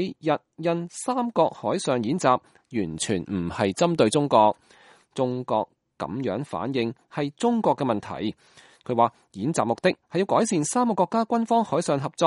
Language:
Cantonese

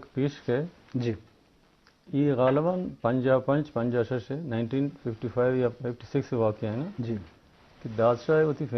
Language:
Eastern Balochi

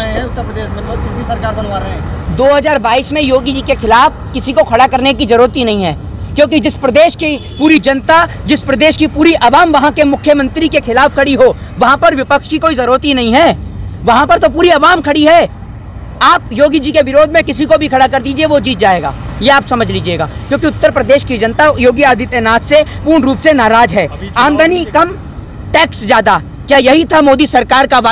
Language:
Hindi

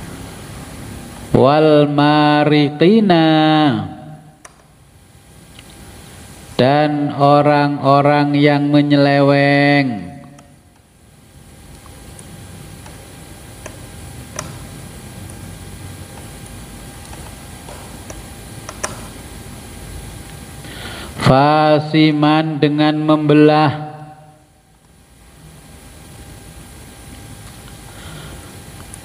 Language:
Indonesian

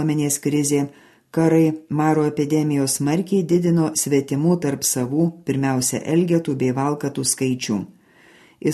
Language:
Lithuanian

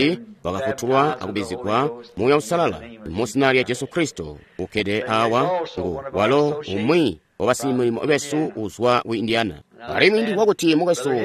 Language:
Tonga (Zambia)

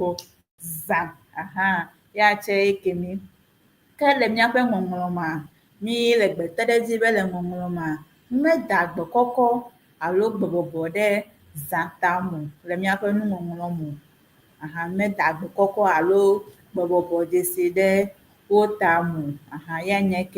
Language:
Ewe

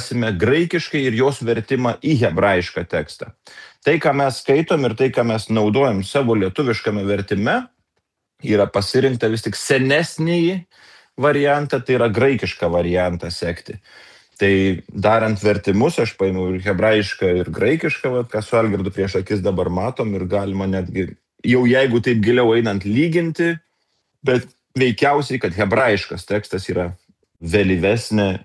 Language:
Lithuanian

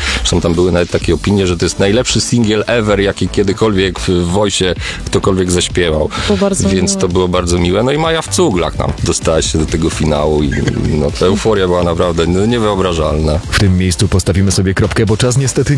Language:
Polish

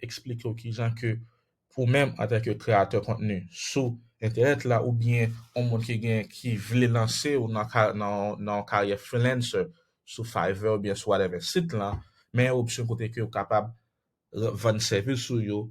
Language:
Haitian Creole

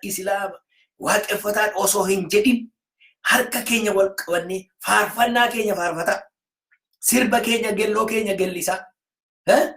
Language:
Oromo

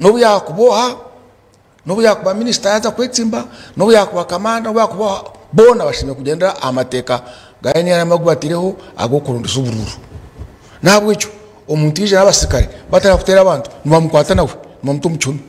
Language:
Nyankole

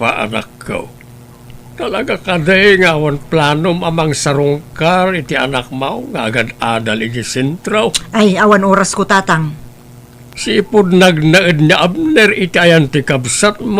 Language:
Iloko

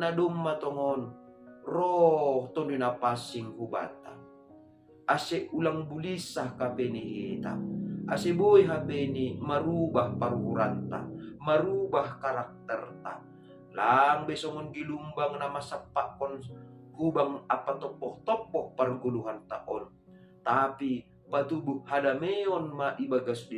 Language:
Batak Simalungun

